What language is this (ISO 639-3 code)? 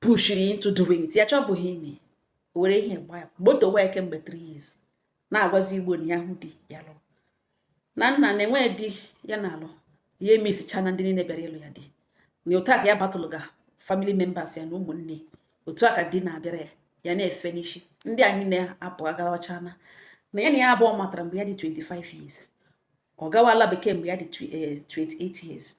ibo